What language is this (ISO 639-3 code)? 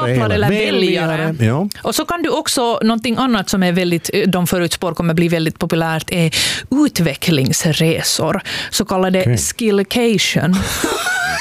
swe